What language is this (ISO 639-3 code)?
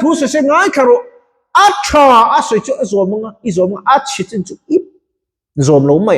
lus